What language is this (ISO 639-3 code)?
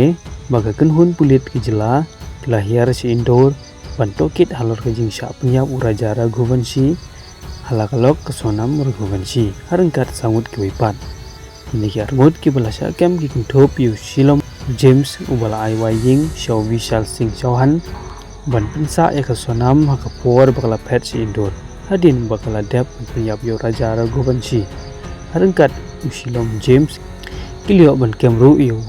kha